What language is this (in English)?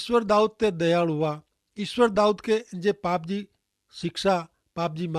Kachhi